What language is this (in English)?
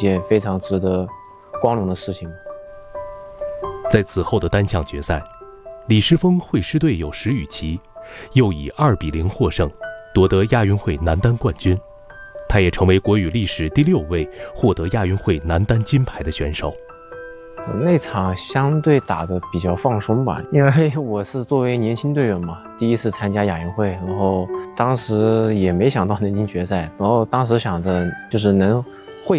Chinese